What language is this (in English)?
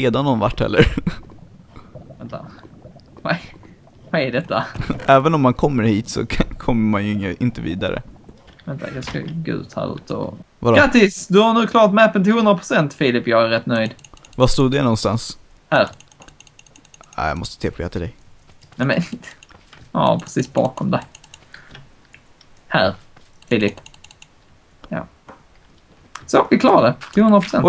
Swedish